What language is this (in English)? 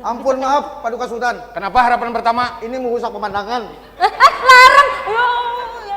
Banjar